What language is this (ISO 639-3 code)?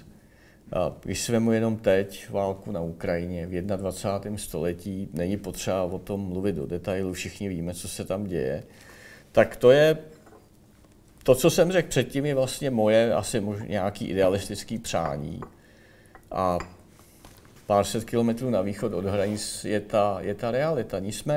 ces